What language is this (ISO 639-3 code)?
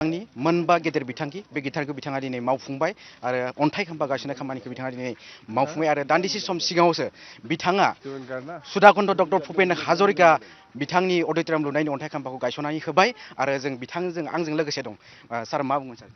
brx